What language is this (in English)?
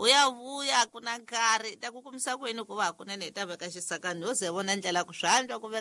Tsonga